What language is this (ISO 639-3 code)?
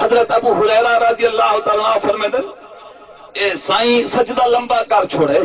skr